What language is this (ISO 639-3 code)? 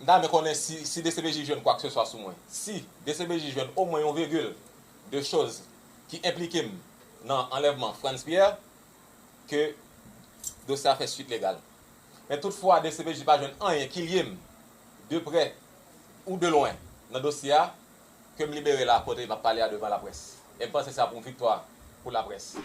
hat